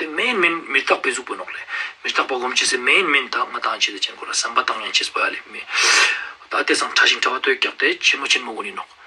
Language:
Ladakhi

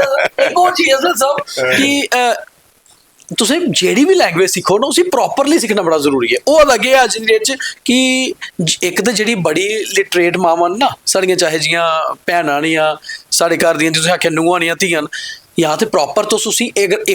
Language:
Dogri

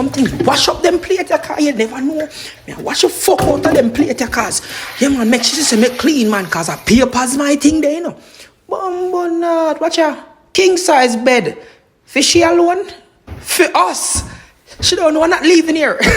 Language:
Jamaican Creole English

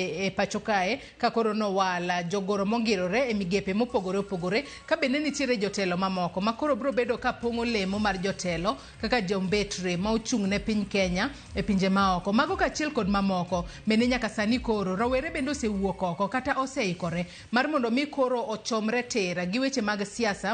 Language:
Luo (Kenya and Tanzania)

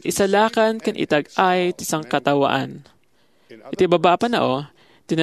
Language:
Iloko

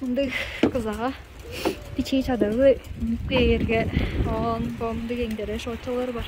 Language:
Tuvinian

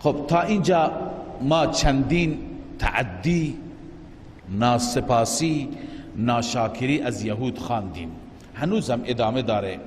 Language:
Persian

